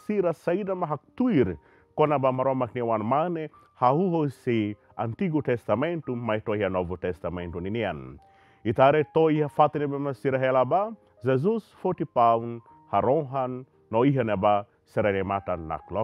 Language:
Tetum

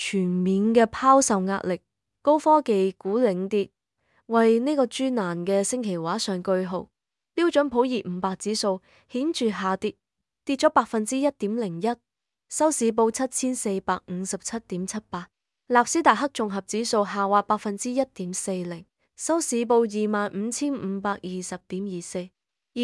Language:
Cantonese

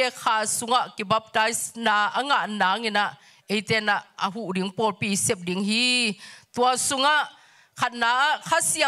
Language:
Tedim Chin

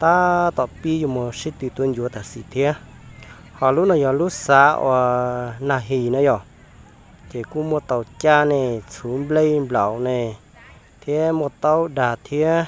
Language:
Hmong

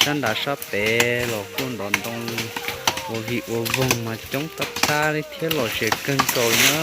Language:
Hmong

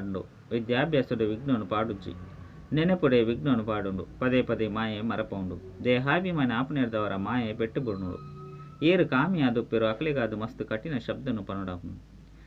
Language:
Tulu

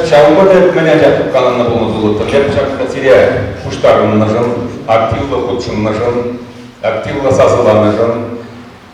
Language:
Chuvash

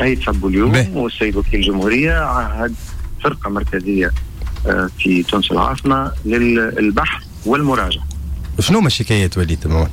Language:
Tunisian Arabic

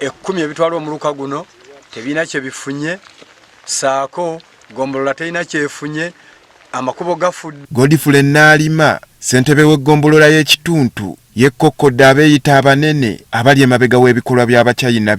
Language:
Ganda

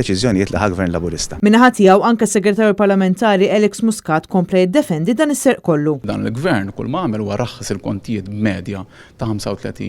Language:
Maltese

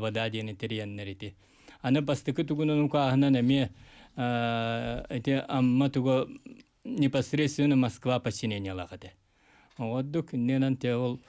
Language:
Yakut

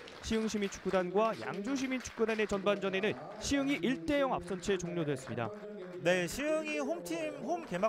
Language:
Korean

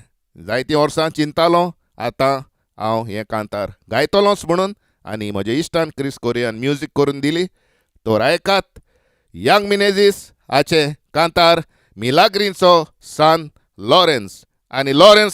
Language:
Konkani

